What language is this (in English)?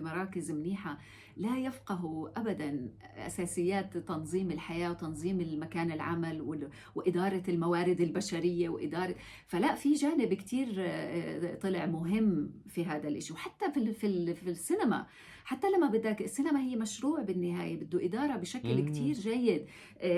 North Levantine Arabic